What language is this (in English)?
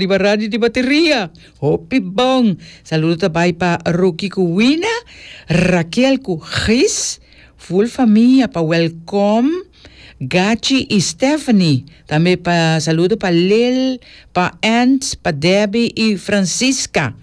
Papiamento